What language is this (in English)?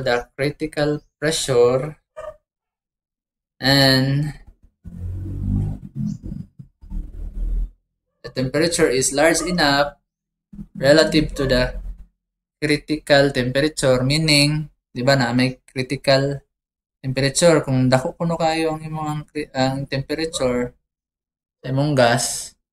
Cebuano